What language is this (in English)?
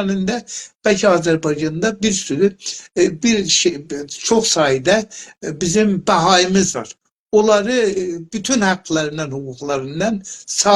South Azerbaijani